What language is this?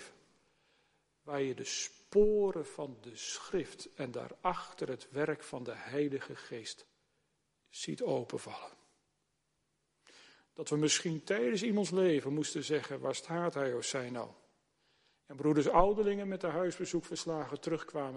Dutch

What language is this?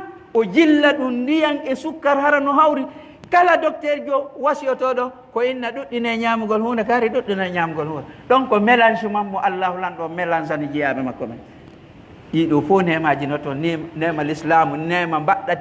Pular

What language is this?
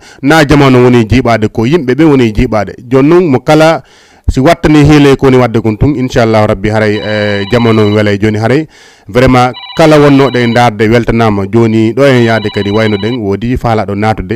Fula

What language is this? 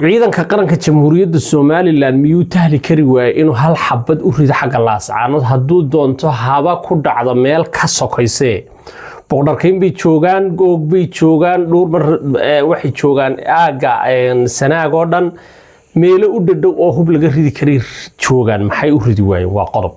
Somali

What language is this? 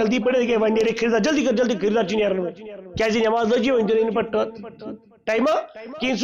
Kashmiri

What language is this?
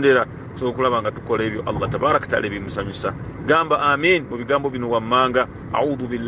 Ganda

